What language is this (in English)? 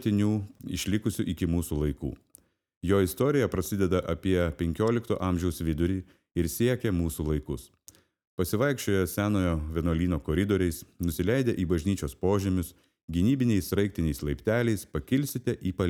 Lithuanian